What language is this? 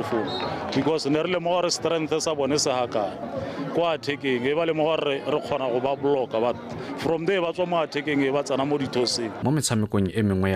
Tswana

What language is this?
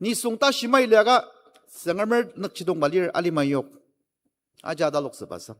Ao Naga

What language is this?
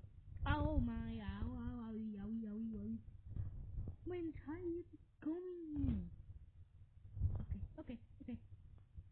English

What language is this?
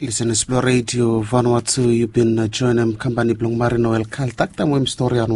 Bislama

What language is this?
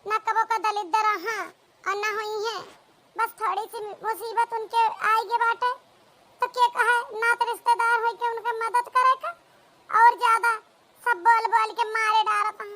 Awadhi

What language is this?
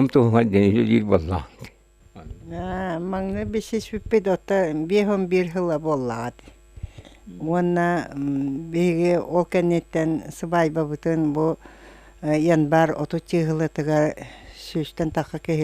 Yakut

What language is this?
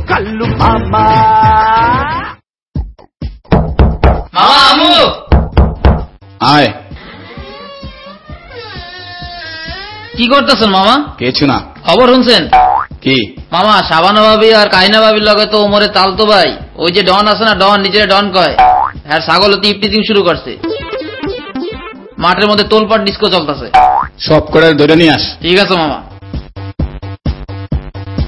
Bangla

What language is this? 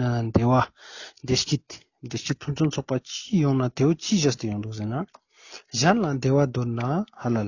Ladakhi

